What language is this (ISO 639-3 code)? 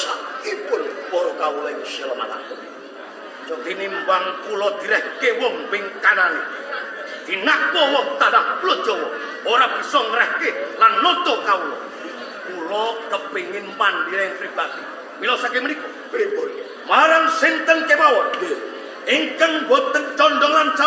jav